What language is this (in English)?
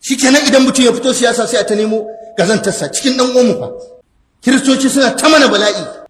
Hausa